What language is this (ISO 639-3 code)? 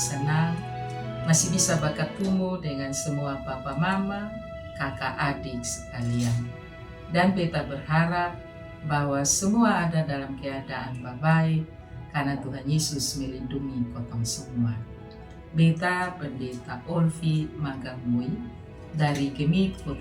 mkn